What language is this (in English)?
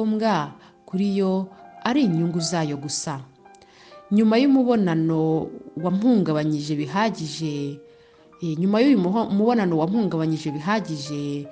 Kinyarwanda